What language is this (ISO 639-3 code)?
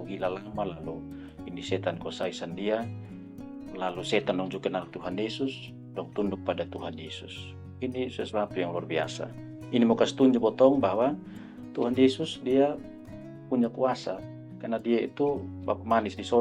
mkn